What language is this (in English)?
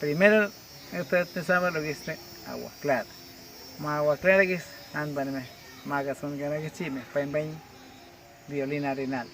Awa-Cuaiquer